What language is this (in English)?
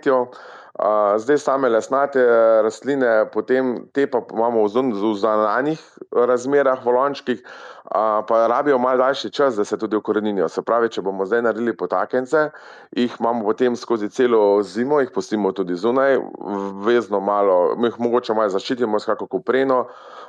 Slovenian